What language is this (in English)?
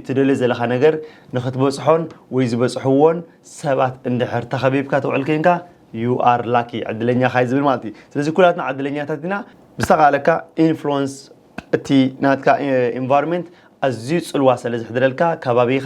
Tigrinya